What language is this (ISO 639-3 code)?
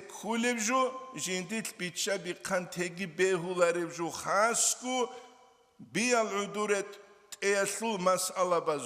ava